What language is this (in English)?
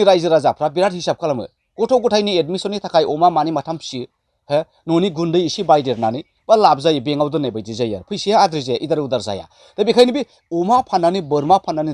Bodo